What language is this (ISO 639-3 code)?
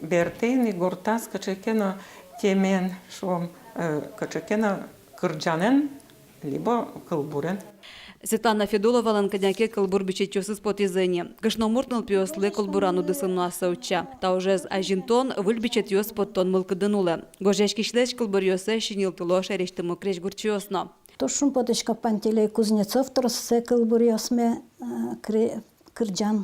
udm